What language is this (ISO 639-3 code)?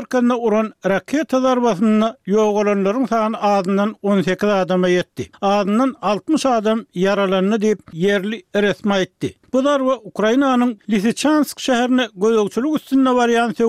tuk